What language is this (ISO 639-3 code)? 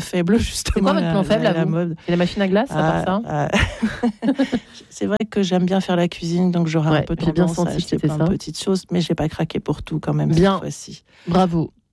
fra